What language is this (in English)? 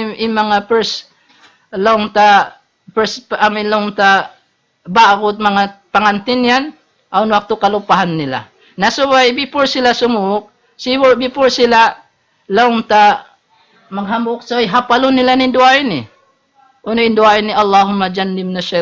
Tausug